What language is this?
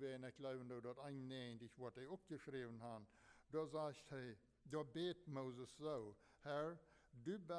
Plautdietsch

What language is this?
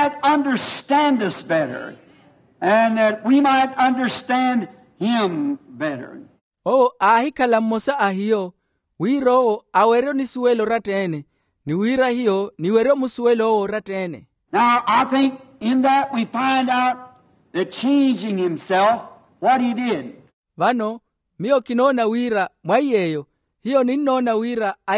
Makhuwa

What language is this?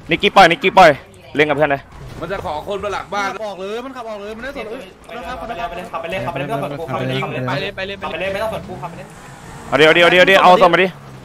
Thai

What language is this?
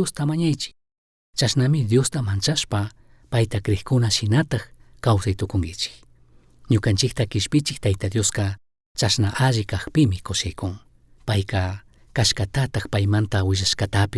Chimborazo Highland Quichua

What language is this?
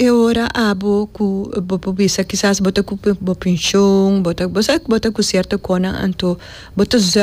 Papiamento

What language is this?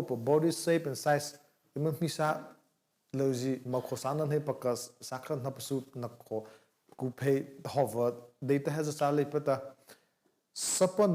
Mara Chin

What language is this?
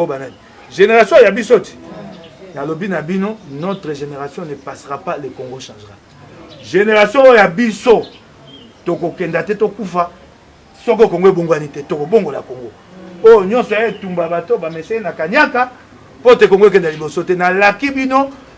Lingala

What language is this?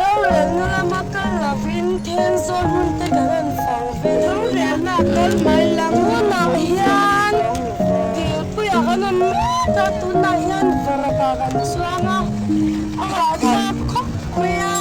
Mizo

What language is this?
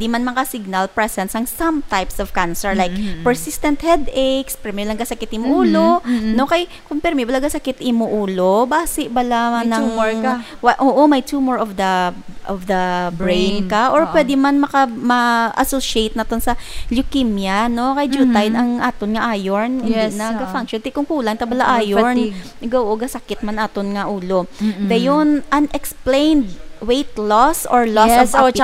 Hiligaynon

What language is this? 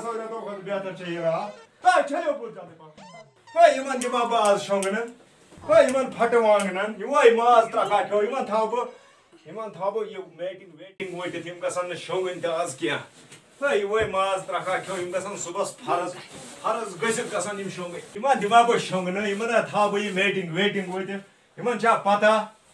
Kashmiri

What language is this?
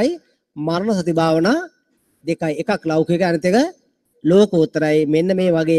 Sinhala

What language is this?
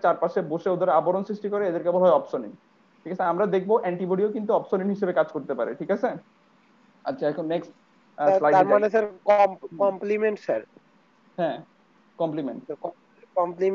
Bangla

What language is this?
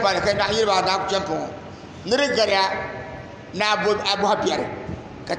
Dagbani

